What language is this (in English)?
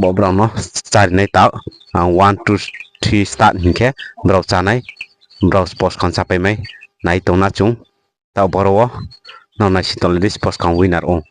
Riang (India)